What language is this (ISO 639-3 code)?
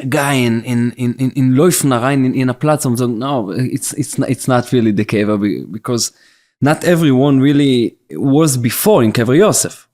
yid